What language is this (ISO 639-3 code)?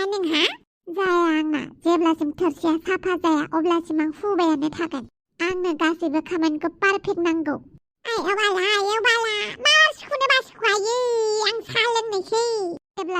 brx